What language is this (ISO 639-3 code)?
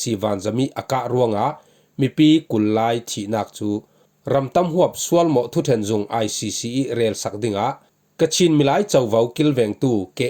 cfm